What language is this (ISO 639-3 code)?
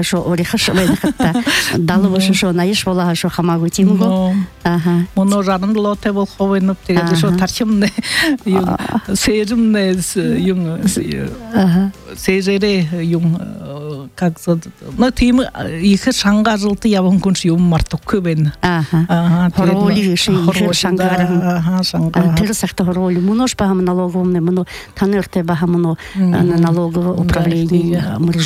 bua